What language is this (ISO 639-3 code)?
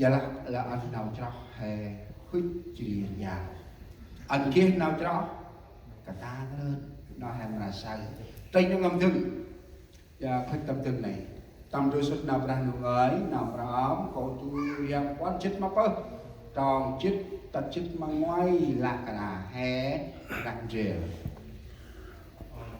cmo